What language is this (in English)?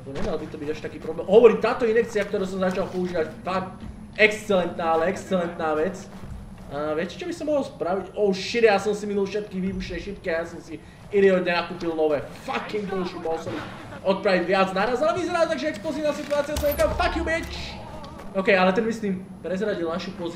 Slovak